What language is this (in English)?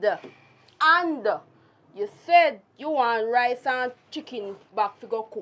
Jamaican Creole English